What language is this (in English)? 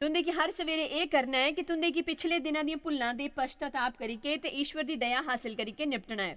Dogri